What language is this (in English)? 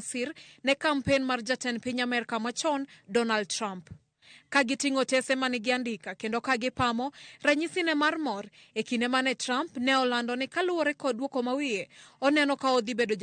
Luo (Kenya and Tanzania)